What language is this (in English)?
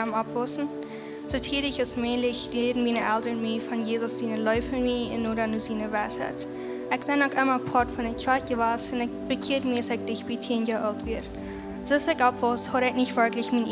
Plautdietsch